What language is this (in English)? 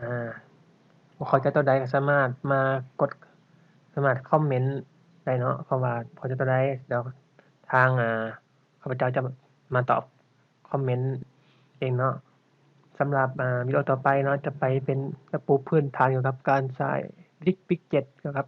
Lao